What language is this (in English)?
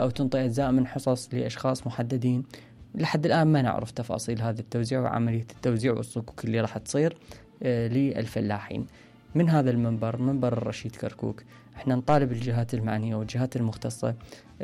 Mesopotamian Arabic